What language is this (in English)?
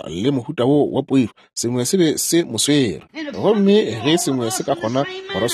Northern Sotho